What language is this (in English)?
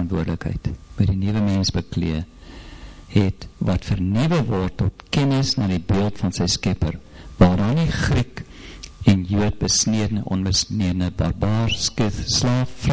Afrikaans